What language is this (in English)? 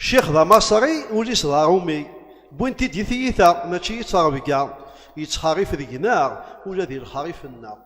Kabyle